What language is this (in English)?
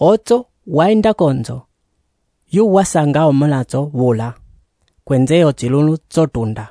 Umbundu